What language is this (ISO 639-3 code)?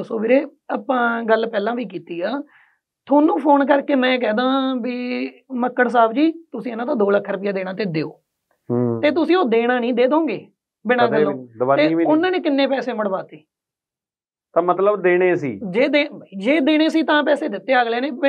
pan